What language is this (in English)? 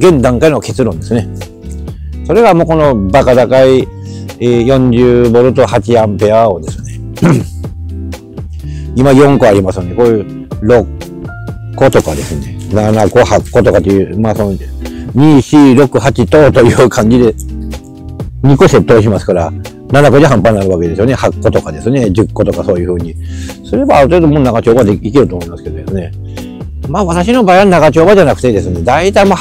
Japanese